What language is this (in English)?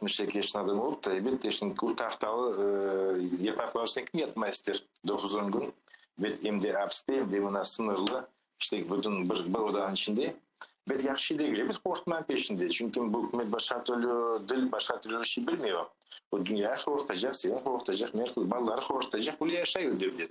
Crimean Tatar